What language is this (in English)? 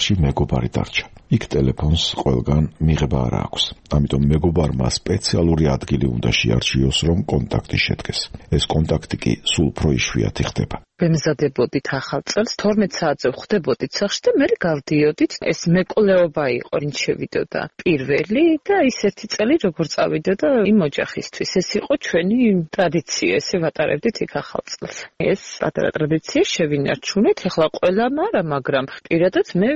Georgian